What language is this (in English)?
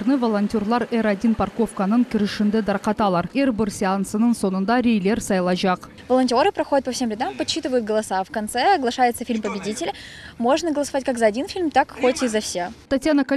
Crimean Tatar